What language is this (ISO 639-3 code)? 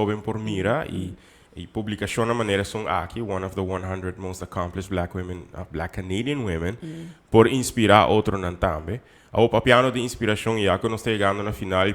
pap